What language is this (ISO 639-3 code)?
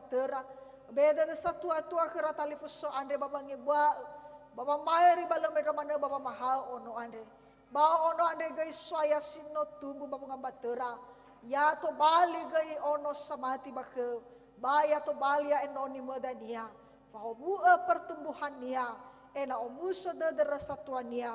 nia